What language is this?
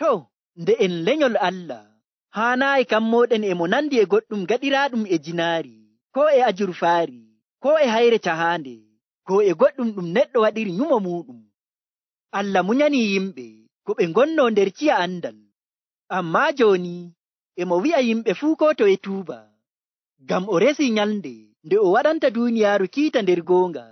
Nigerian Fulfulde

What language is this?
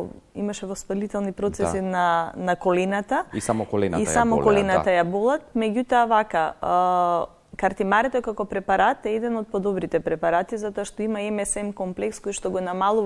Macedonian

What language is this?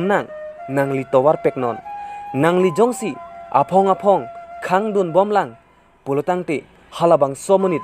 Karbi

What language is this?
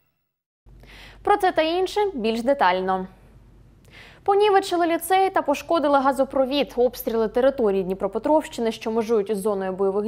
Ukrainian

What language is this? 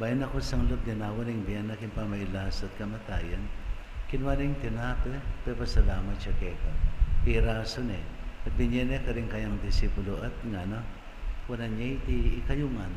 Pampanga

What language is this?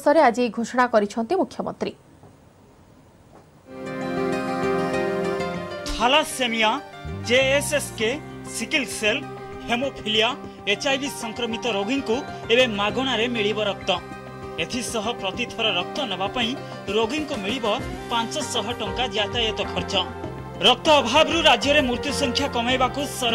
Odia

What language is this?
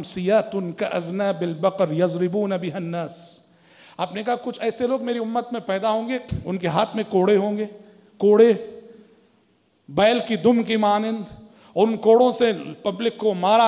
Urdu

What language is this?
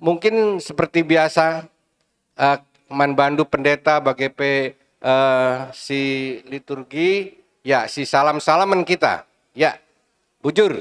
Batak Karo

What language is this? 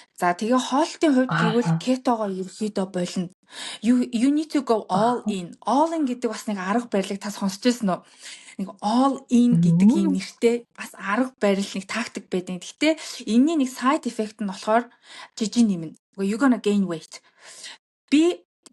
Mongolian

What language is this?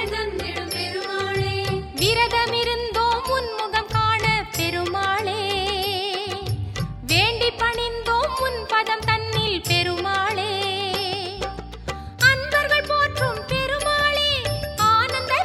Tamil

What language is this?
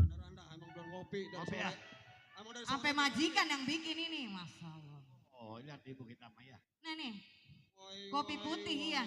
Betawi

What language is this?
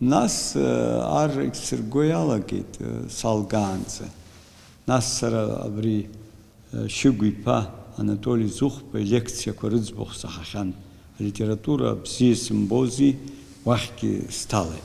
Abkhazian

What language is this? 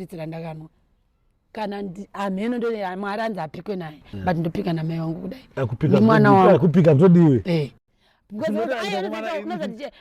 Shona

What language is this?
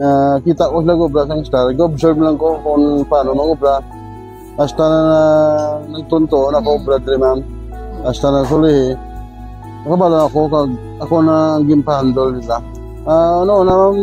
Hiligaynon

